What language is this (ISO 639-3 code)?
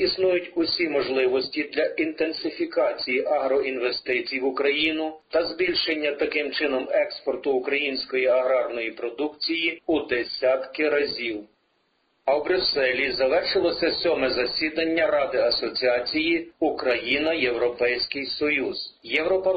ukr